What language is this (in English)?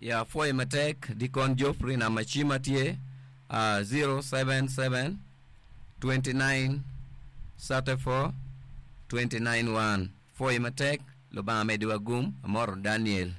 Acoli